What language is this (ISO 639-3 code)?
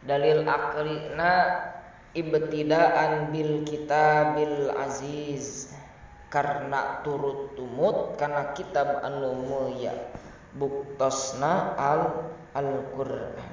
sun